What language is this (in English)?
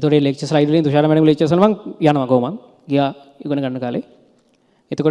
Sinhala